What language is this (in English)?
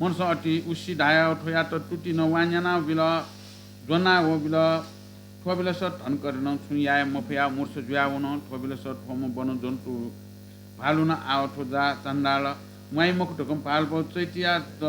Newari